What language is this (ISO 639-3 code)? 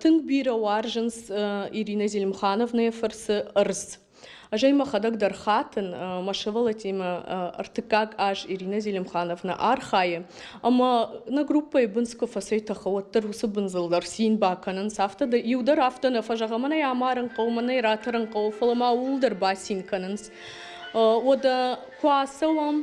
oss